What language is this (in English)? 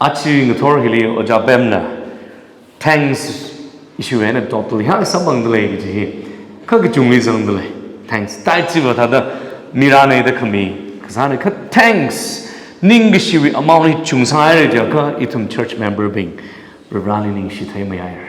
Tangkhul Naga (India)